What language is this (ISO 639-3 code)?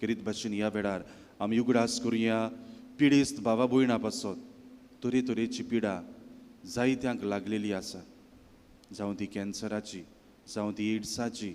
kok